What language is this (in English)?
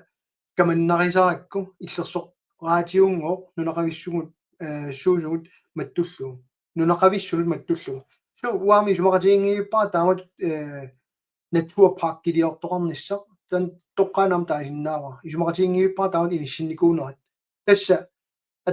Kalaallisut